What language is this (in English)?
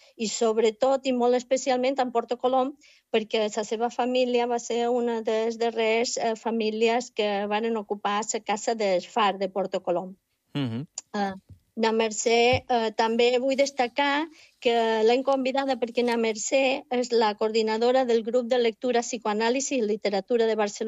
Catalan